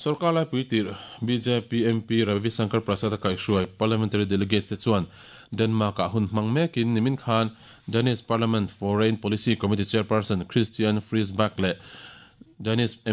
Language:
Mizo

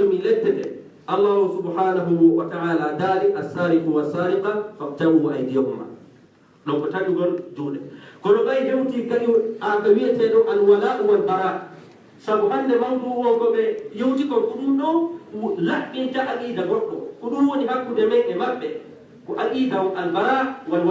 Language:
Fula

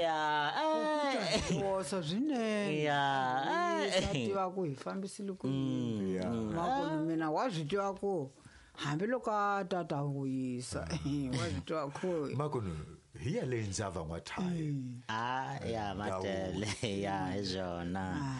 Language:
Tsonga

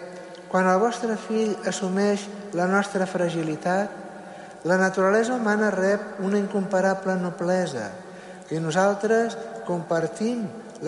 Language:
Catalan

